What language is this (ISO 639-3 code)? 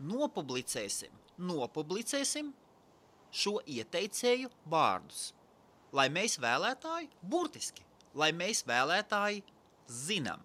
lav